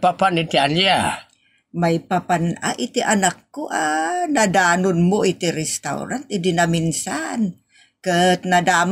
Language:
Iloko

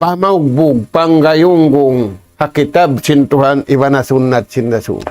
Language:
Tausug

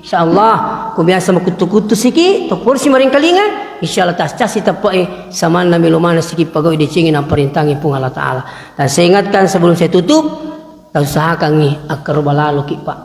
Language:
Buginese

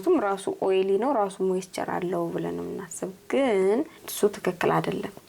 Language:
Amharic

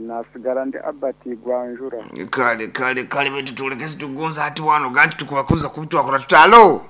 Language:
Nyoro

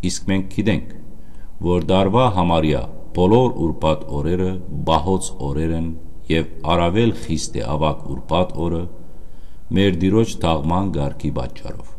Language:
Western Armenian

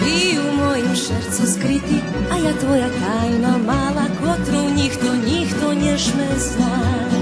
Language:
Rusyn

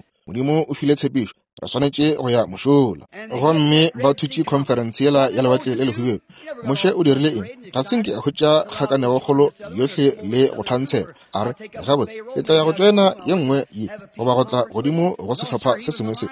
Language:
Northern Sotho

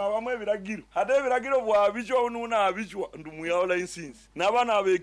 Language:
Nyoro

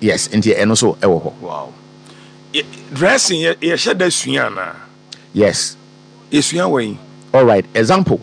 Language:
Akan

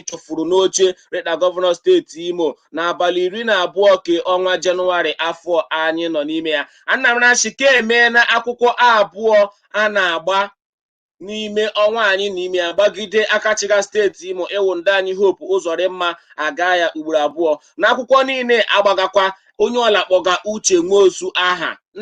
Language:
Igbo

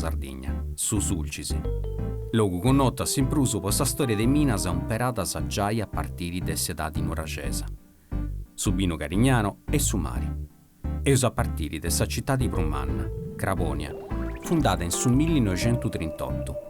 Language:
Sardinian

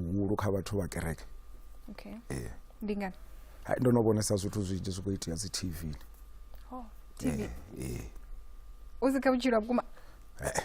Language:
Venda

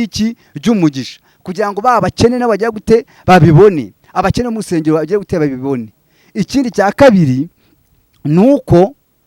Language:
Kinyarwanda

